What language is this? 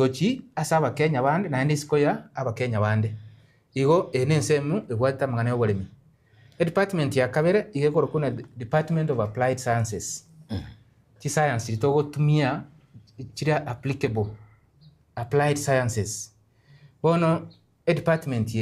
Gusii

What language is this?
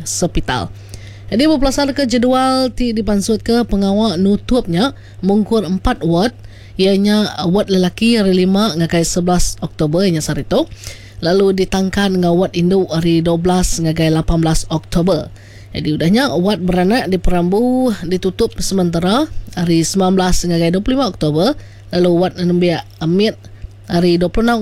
Iban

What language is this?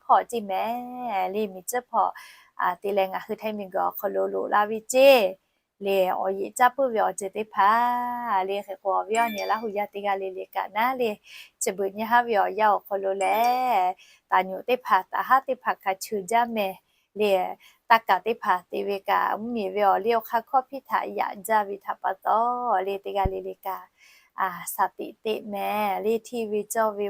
Lahu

